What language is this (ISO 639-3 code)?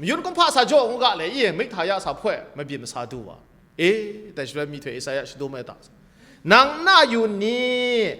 kac